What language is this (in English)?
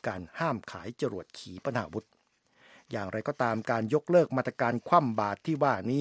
Thai